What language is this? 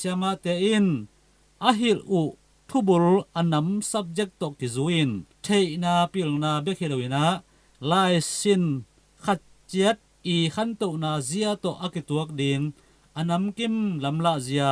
Tedim Chin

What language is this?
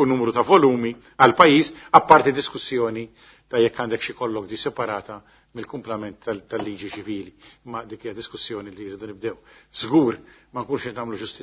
Maltese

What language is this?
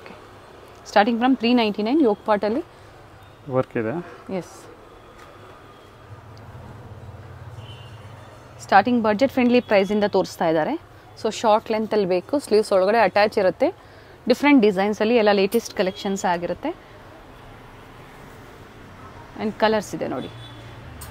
Kannada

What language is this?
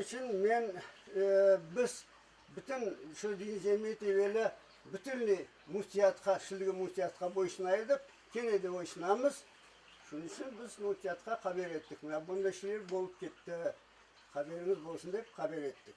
Crimean Tatar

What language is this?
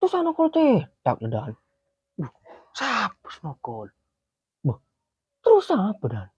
Madurese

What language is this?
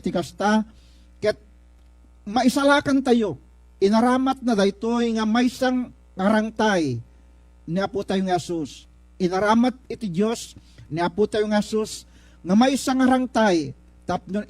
Iloko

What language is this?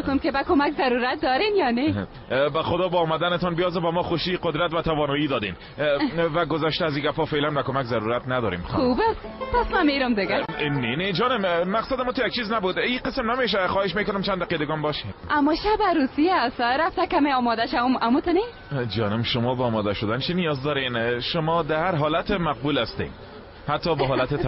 Persian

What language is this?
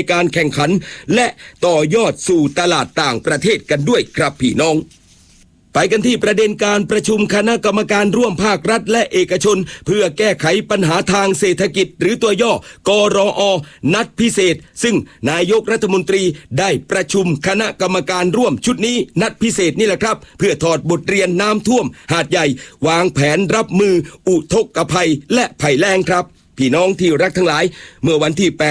Thai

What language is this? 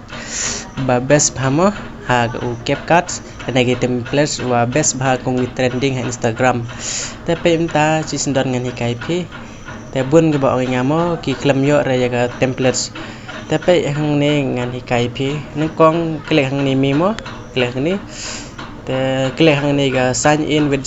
Khasi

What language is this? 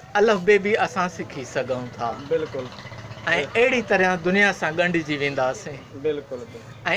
Sindhi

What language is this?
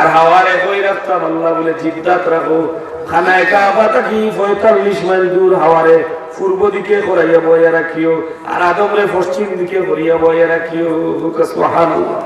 Sylheti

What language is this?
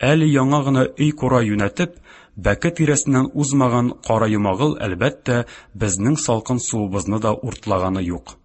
Tatar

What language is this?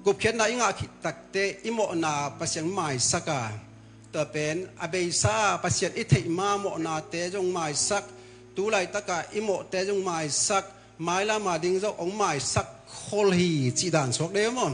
Tedim Chin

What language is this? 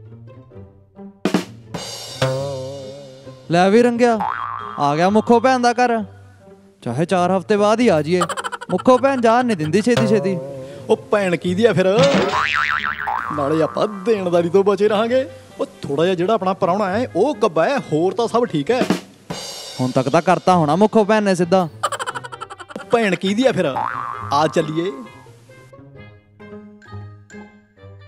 Punjabi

